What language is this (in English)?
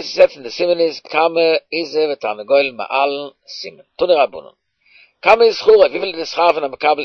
Yiddish